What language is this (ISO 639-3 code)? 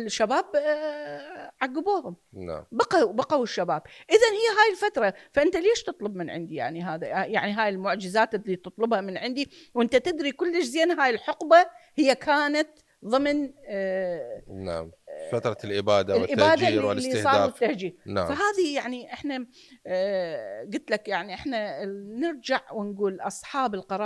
acm